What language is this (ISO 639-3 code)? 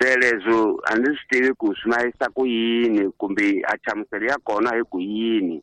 tso